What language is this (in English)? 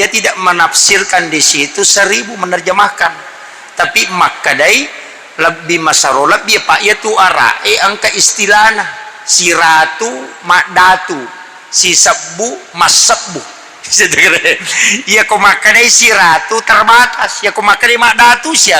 Buginese